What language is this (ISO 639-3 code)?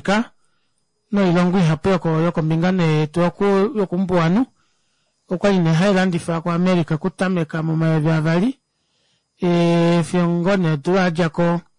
kua